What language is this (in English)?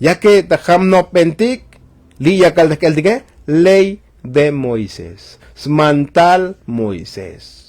Tzotzil